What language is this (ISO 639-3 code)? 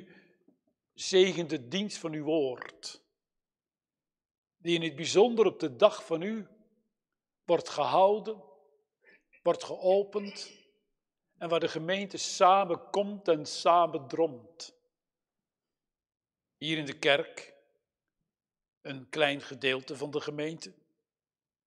nld